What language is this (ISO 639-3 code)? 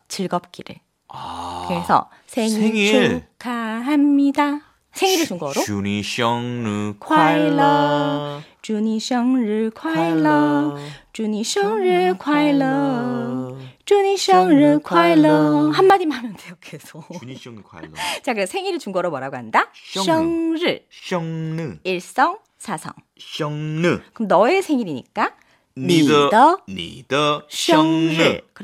kor